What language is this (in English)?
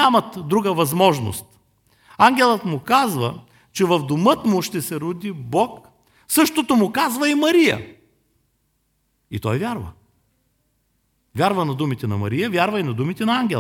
Bulgarian